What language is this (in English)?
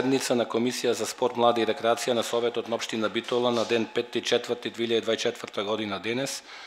Macedonian